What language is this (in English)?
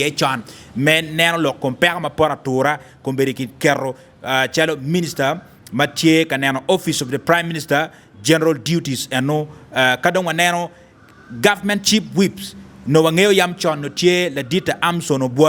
Acoli